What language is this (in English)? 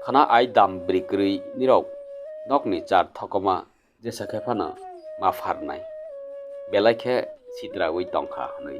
Kok Borok